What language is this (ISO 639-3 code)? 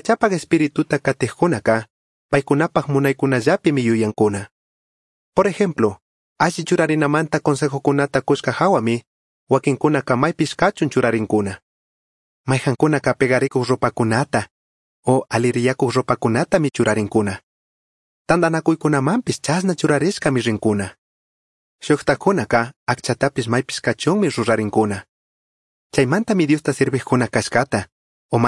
qug